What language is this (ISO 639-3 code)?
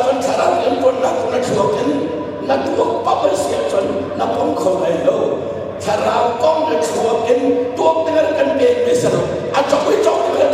cnh